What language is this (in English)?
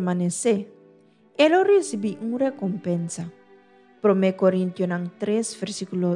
Papiamento